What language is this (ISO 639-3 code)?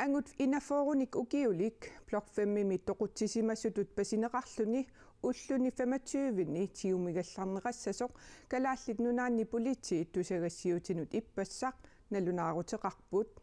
kal